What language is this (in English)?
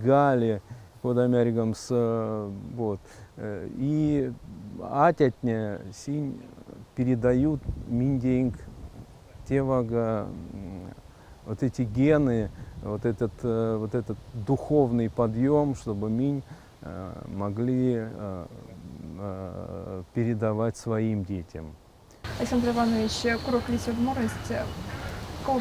Erzya